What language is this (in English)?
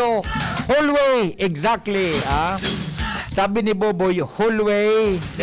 Bikol